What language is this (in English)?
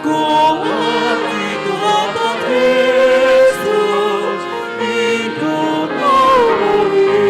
Batak Toba